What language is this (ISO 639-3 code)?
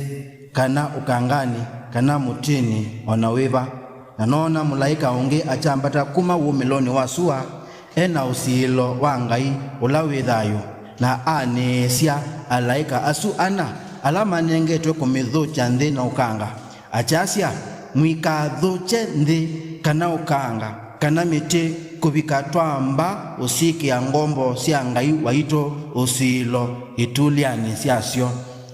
kam